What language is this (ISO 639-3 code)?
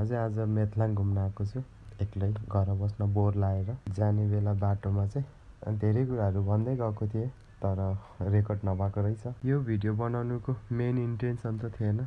nep